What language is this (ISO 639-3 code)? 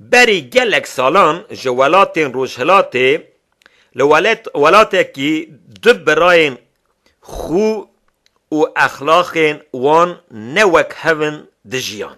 kur